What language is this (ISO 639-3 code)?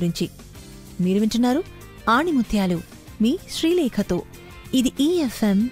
tel